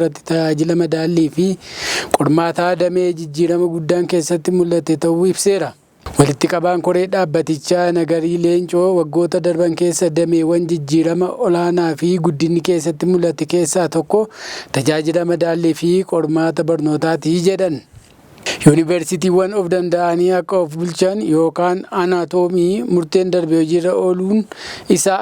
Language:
Oromo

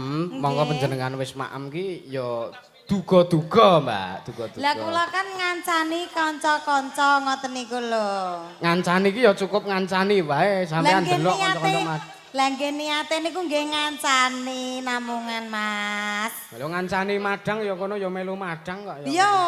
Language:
Javanese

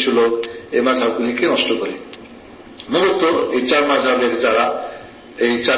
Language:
Bangla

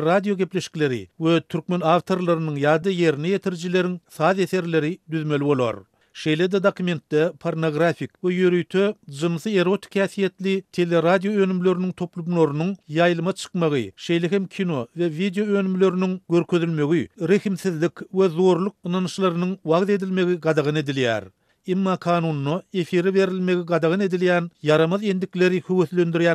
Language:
Turkmen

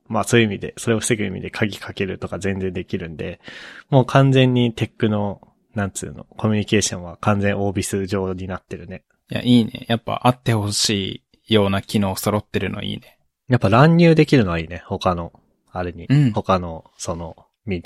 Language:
Japanese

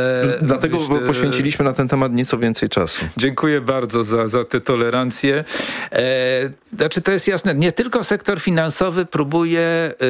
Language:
Polish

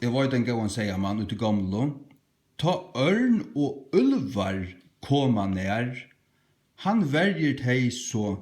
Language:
Faroese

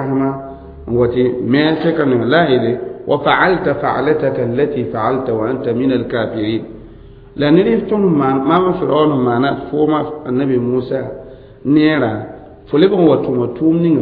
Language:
Mossi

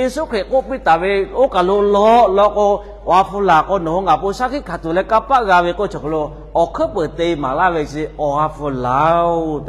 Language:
Lahu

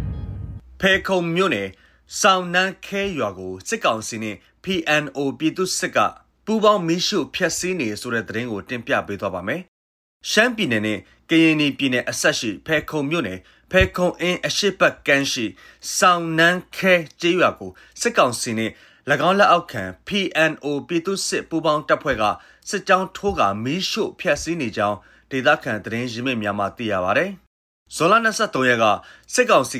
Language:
Burmese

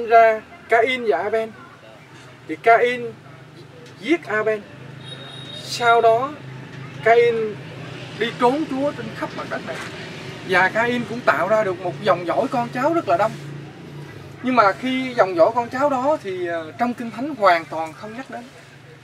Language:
Vietnamese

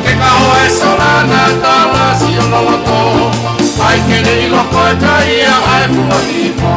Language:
Tongan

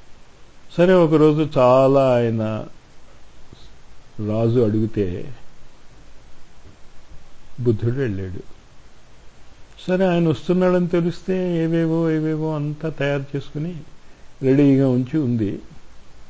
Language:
Telugu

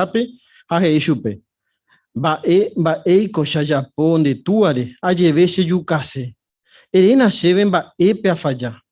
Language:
Guarani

